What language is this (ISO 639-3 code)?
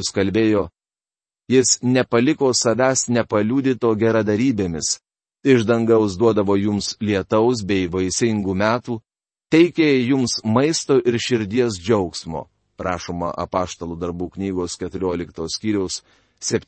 lit